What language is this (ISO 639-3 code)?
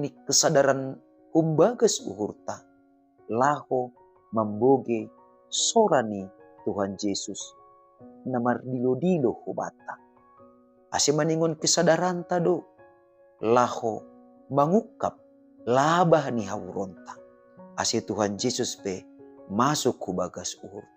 bts